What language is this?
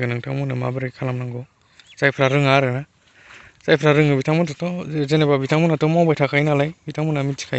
Bodo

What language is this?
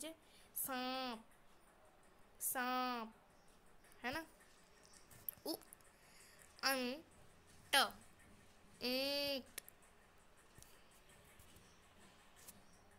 Hindi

